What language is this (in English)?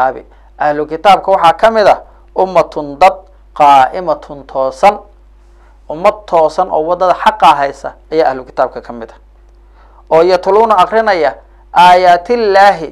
Somali